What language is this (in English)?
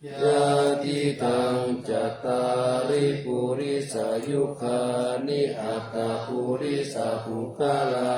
Pali